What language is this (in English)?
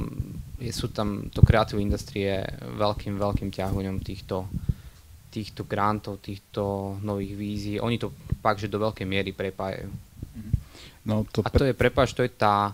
Slovak